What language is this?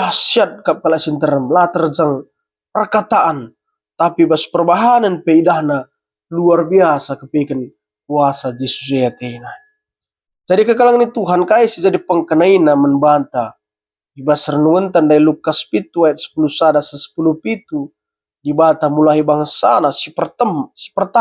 Batak Karo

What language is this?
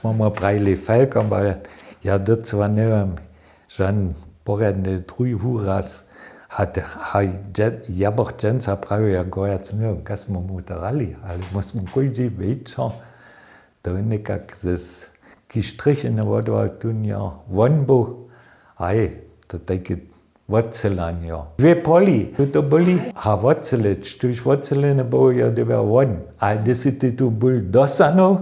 Upper Sorbian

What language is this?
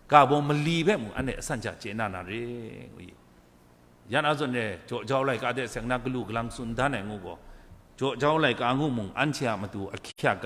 Kachin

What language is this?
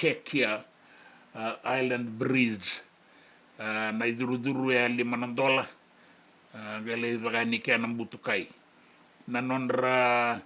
Fijian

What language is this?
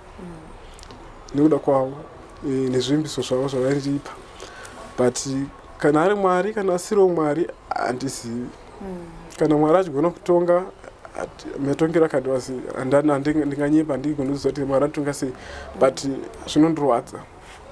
Shona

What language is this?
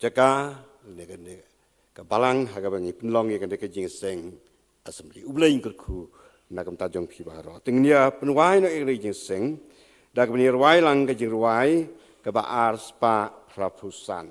Khasi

